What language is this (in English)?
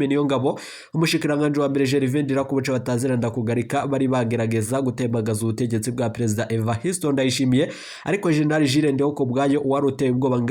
Rundi